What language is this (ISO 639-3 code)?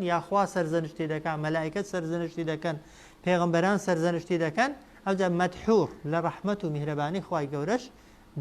ckb